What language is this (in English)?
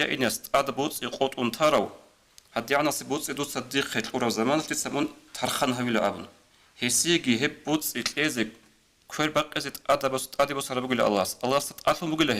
Avaric